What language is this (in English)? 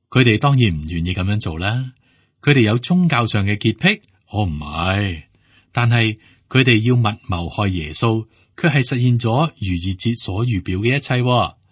Cantonese